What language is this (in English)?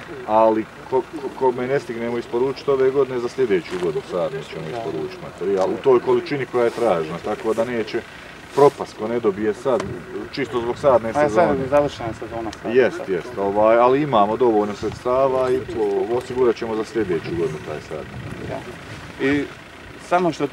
Bosnian